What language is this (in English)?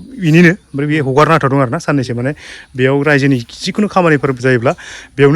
Bodo